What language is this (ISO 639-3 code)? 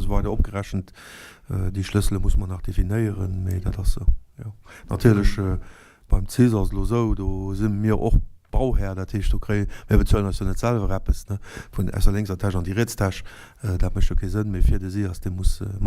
ltz